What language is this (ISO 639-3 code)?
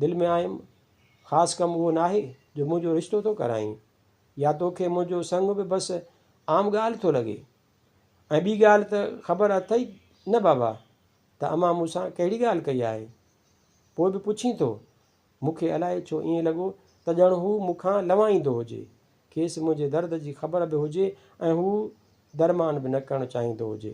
snd